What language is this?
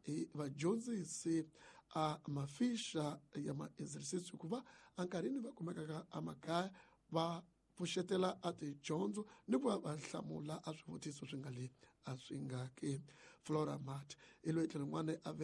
Tsonga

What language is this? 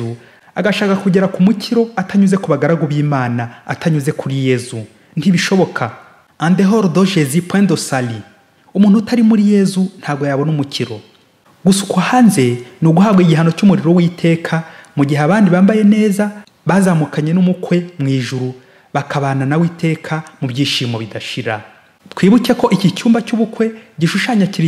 Kinyarwanda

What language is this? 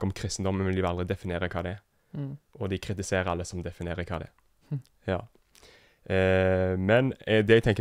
Norwegian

